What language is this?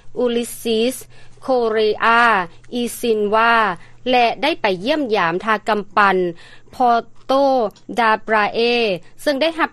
Lao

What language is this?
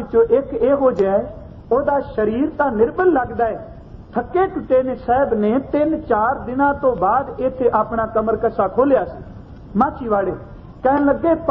Punjabi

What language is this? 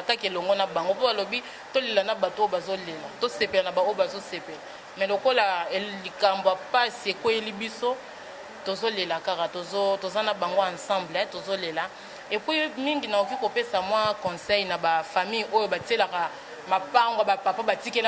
Lingala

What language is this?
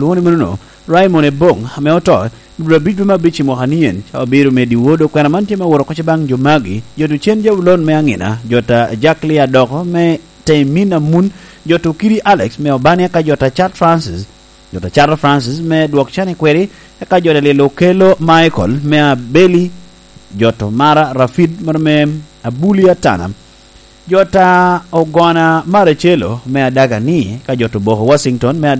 Lango (Uganda)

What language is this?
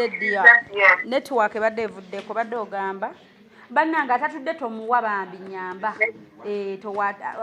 Ganda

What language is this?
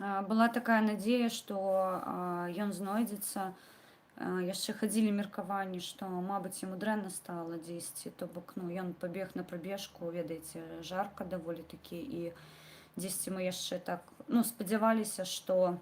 Belarusian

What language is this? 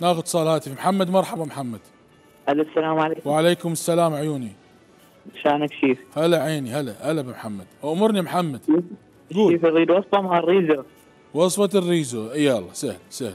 Mesopotamian Arabic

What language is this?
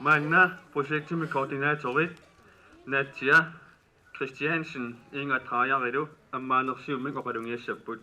Kalaallisut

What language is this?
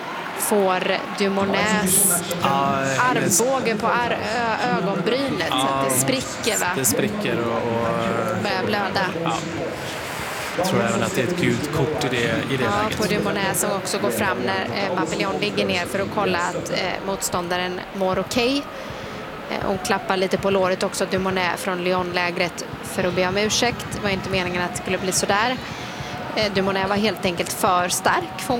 Swedish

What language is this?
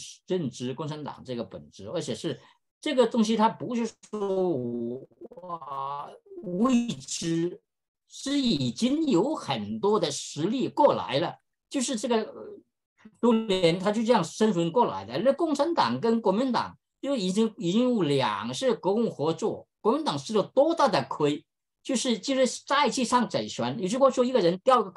Chinese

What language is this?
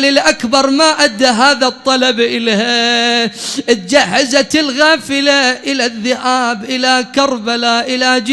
Mesopotamian Arabic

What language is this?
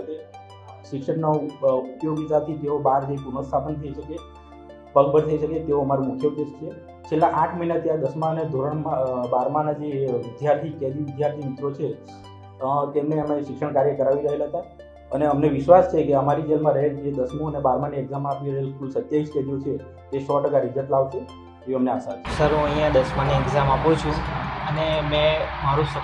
Gujarati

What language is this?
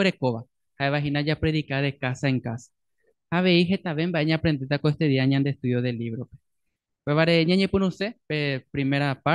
Guarani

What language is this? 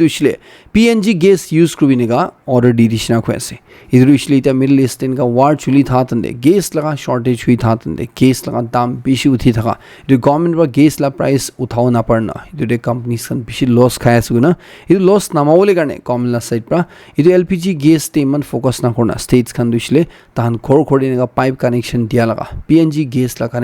Naga Pidgin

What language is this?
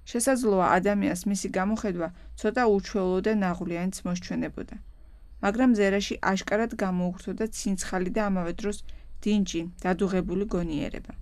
Georgian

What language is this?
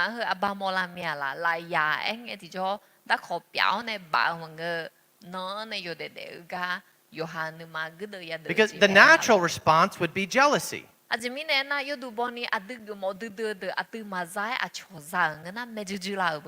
Akha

